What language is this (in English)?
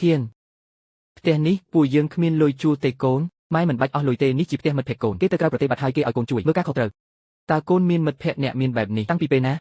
Khmer